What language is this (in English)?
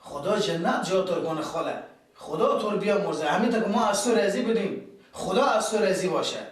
Persian